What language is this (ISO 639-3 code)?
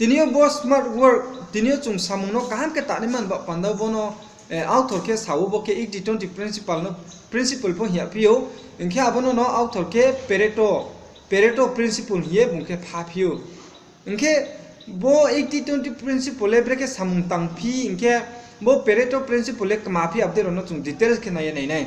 ria